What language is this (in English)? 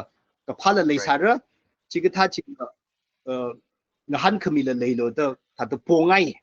Tangkhul Naga (India)